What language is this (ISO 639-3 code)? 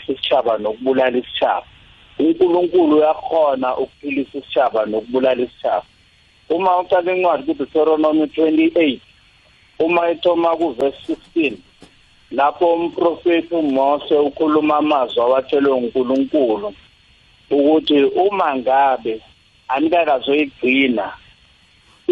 nbl